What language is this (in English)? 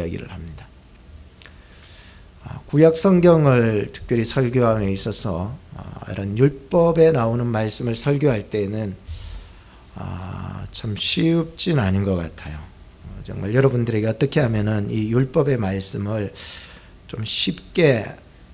Korean